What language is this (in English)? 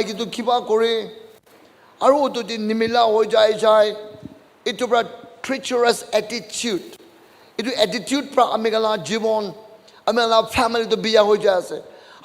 Naga Pidgin